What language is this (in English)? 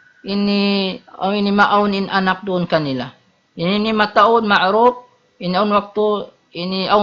Tausug